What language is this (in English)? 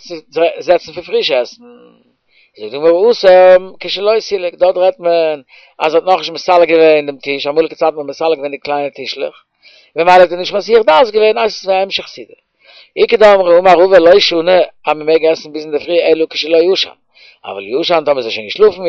Yiddish